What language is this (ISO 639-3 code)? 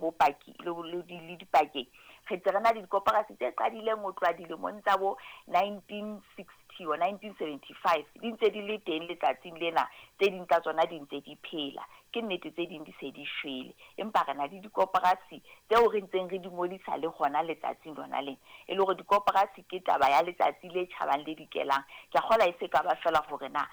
sot